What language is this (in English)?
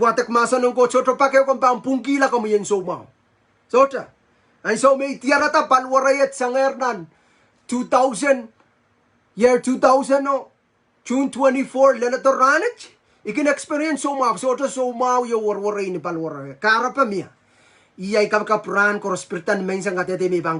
Pohnpeian